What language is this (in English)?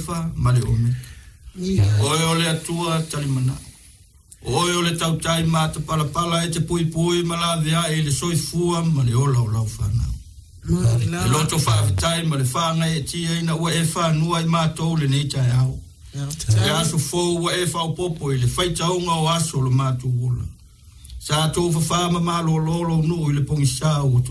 Samoan